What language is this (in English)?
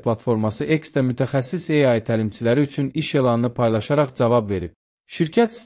Azerbaijani